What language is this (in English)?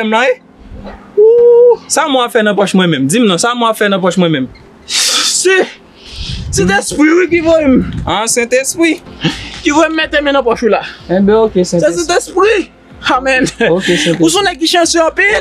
Haitian Creole